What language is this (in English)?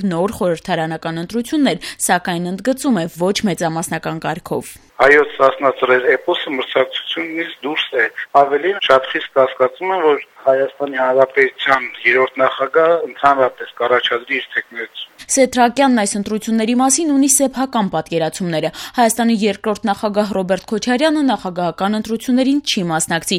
Armenian